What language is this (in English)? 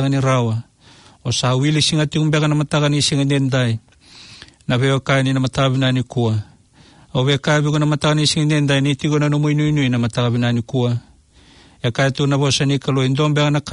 Fijian